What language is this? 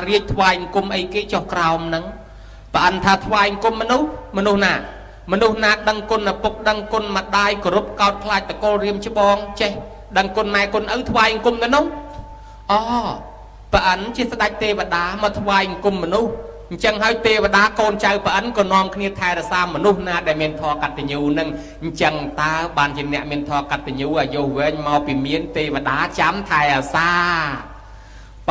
Khmer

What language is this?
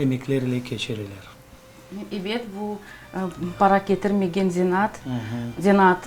Crimean Tatar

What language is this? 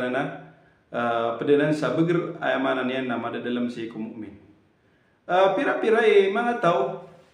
Maranao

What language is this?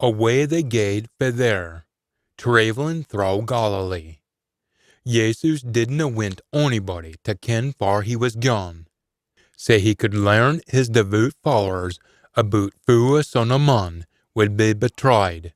Scots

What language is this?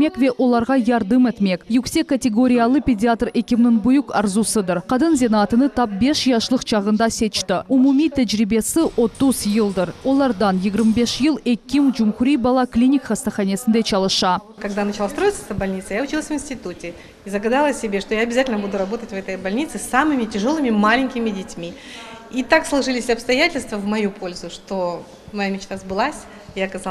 Crimean Tatar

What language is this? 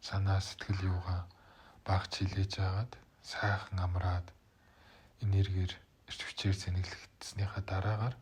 Mongolian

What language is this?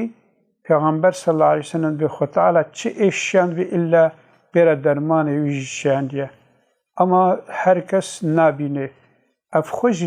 Kurdish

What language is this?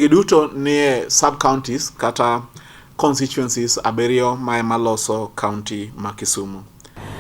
Luo (Kenya and Tanzania)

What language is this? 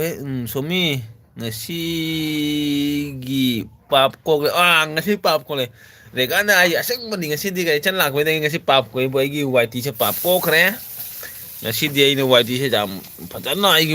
Manipuri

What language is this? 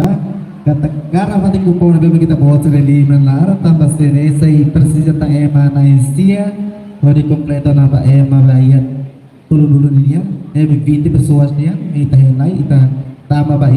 Tetum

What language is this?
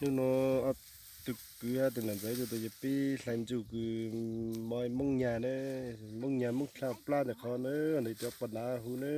Hmong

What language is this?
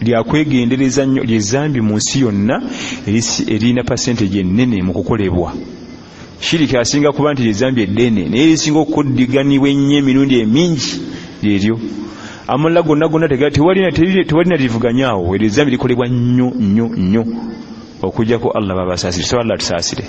Ganda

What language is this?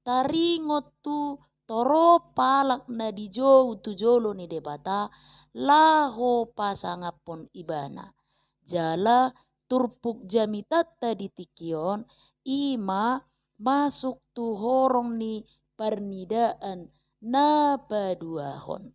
Batak Toba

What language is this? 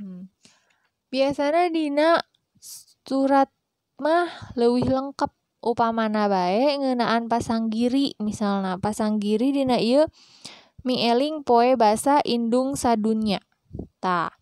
Sundanese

